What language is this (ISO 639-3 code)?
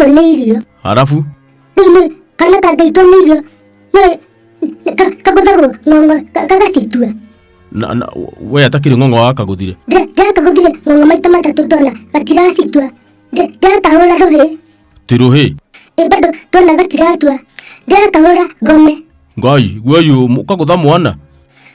kik